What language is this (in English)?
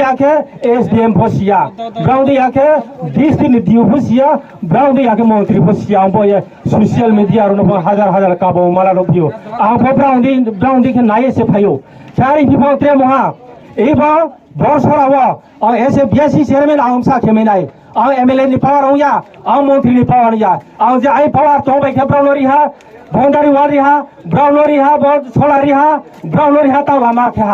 Riang (India)